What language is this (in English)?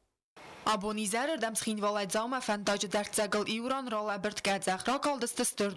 Ossetic